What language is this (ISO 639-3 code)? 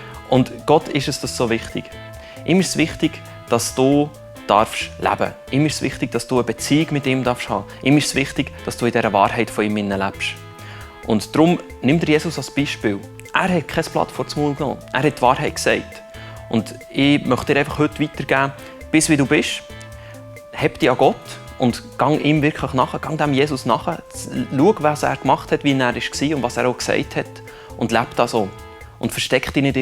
gsw